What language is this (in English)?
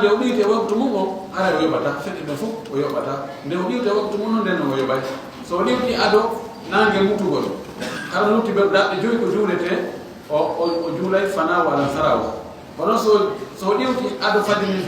Fula